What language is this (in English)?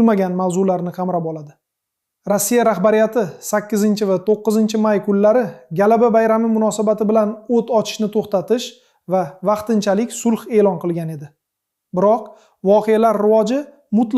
Uzbek